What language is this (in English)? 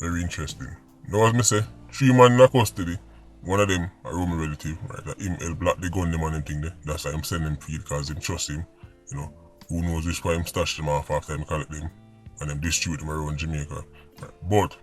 Jamaican Creole English